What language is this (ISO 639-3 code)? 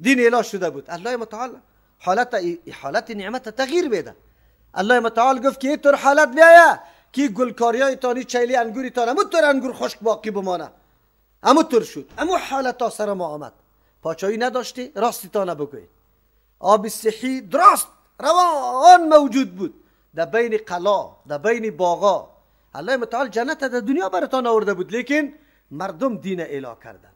fas